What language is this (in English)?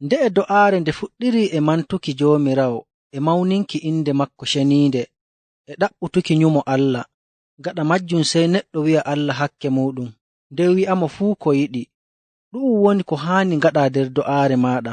Nigerian Fulfulde